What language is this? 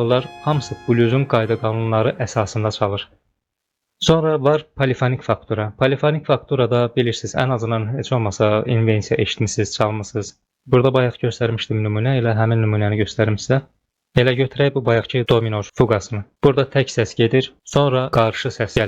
Azerbaijani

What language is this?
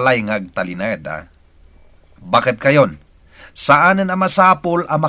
Iloko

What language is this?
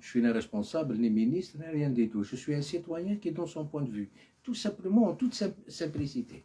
Algerian Arabic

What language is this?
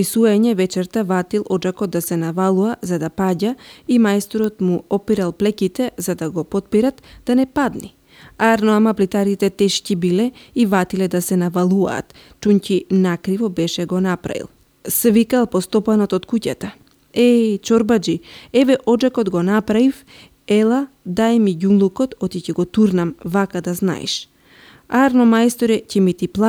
Macedonian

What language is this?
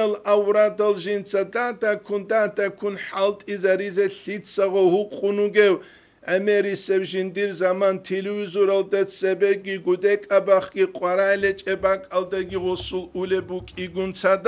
Avaric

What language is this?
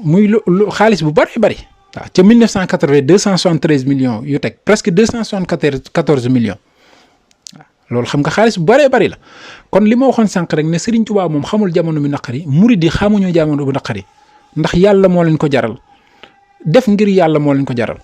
Wolof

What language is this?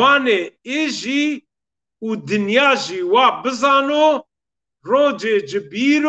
Zaza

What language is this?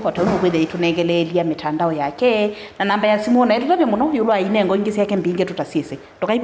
Kamba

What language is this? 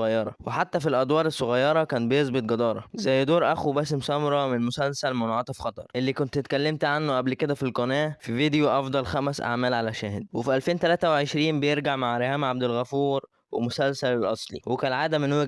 Egyptian Arabic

